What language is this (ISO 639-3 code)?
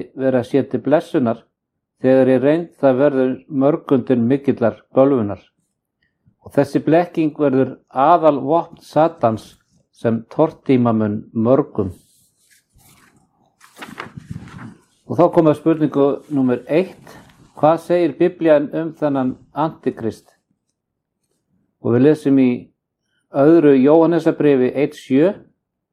isl